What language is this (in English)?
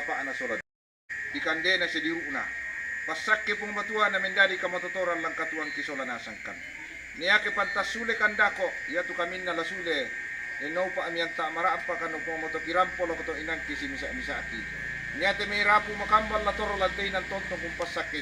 Toraja-Sa'dan